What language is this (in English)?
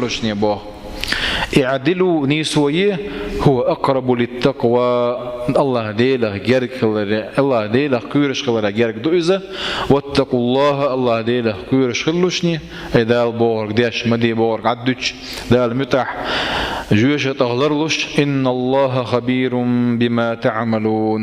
Chechen